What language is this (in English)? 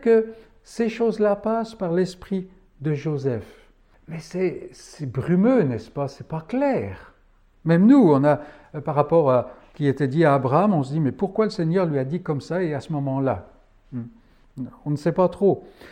French